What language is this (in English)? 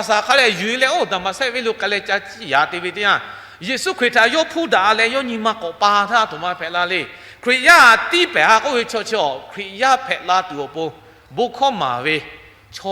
Lahu